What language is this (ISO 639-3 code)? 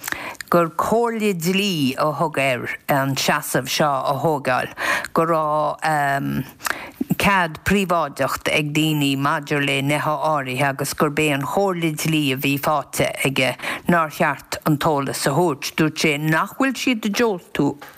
gle